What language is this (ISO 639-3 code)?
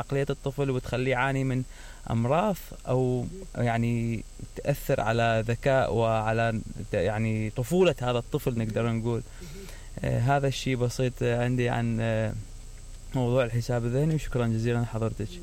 acm